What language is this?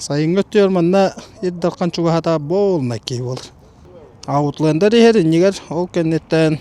Yakut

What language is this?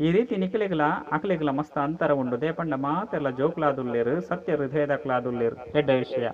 Tulu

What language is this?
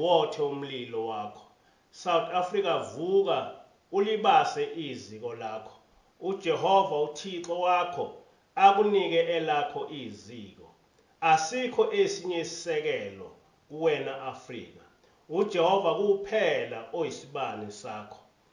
Zulu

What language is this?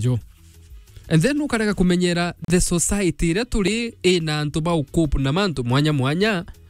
Meru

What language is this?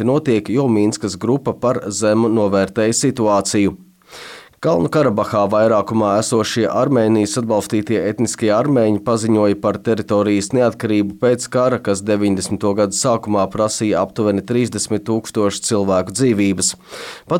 Latvian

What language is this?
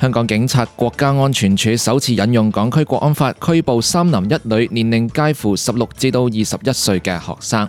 Cantonese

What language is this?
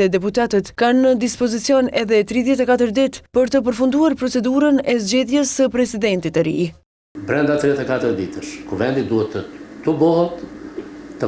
Albanian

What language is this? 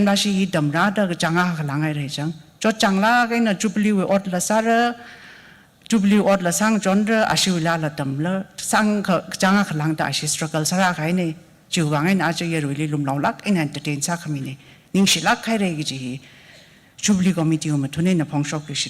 Tangkhul Naga (India)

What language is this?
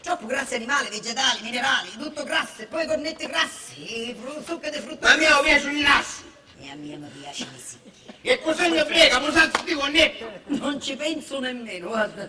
Sicilian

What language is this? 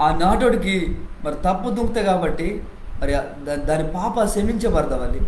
Koya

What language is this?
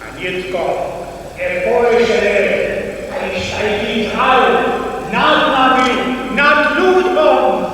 Upper Sorbian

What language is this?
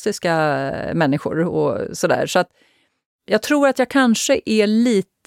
Swedish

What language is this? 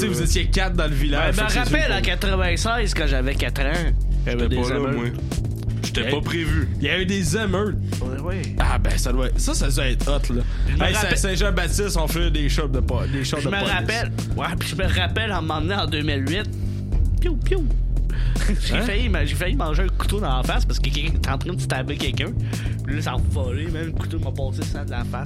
French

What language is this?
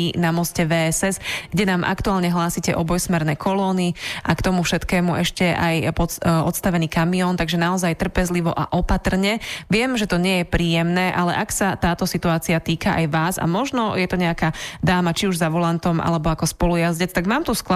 Slovak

